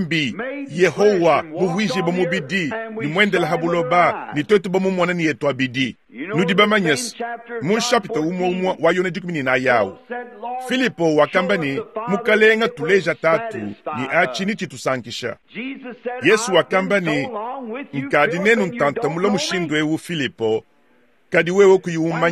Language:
Luba-Lulua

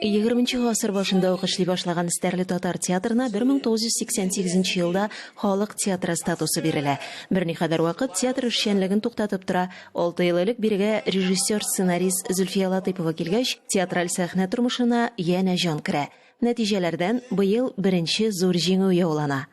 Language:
Tatar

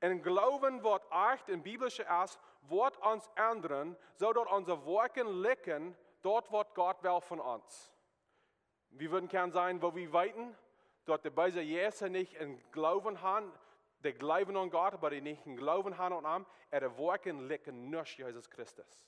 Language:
Plautdietsch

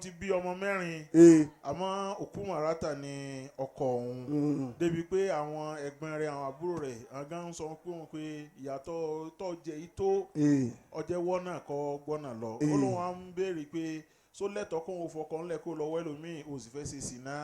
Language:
Yoruba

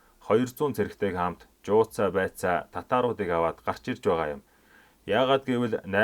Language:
Mongolian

